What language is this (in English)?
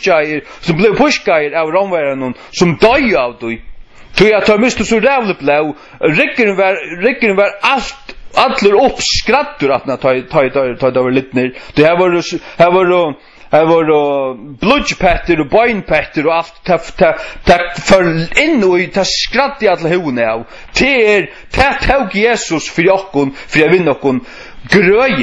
Faroese